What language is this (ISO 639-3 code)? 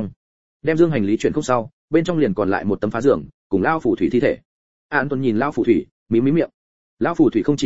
vie